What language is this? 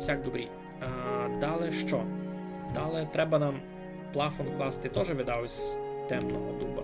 Rusyn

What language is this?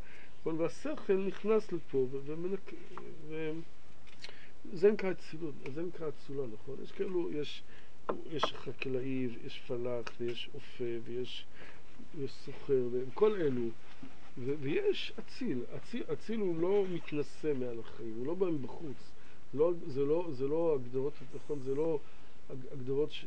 Hebrew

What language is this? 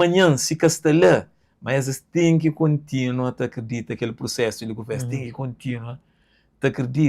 Kabuverdianu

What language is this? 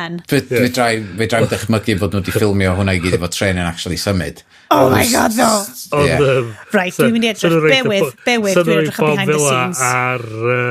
Welsh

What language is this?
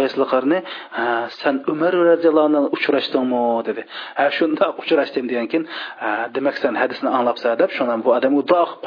Uyghur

